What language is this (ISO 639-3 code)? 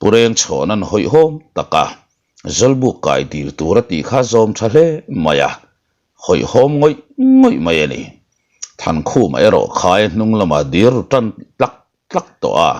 lus